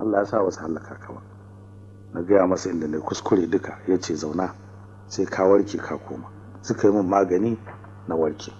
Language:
Hausa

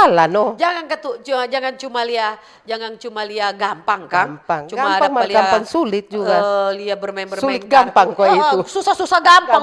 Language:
Manado Malay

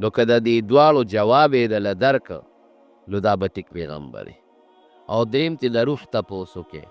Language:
Pashto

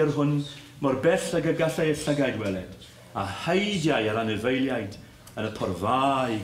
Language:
Welsh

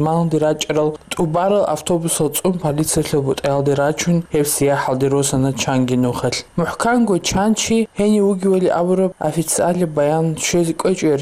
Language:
Avaric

